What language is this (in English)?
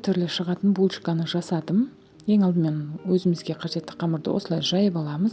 Kazakh